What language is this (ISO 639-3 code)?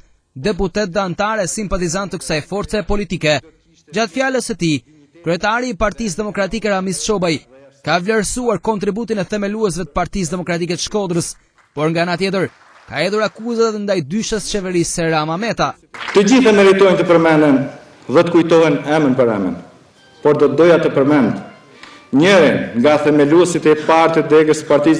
sqi